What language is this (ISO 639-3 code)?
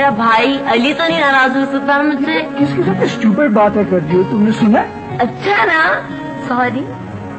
urd